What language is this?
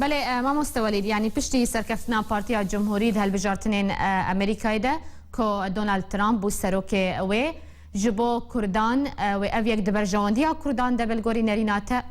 Kurdish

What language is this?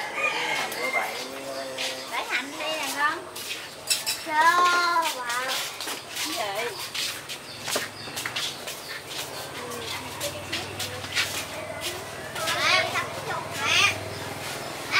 Vietnamese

